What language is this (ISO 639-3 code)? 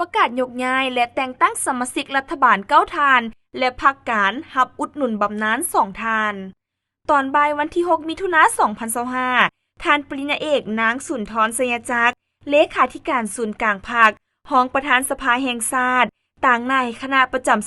lao